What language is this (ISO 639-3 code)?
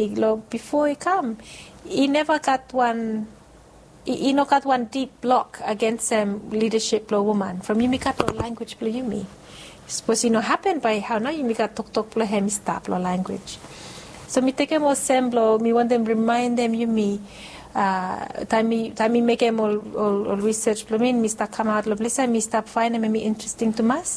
bis